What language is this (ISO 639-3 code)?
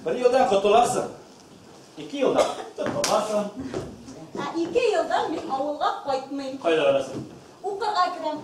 bak